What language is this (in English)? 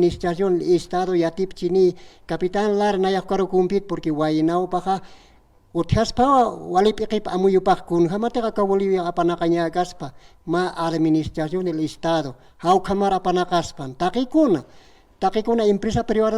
Aymara